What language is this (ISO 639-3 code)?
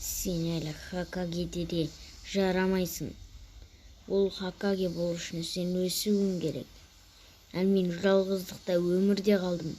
kaz